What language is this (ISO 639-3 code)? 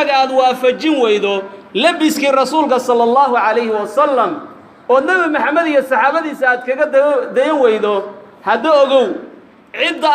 som